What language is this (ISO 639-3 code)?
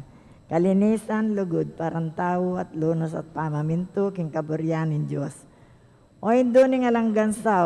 pam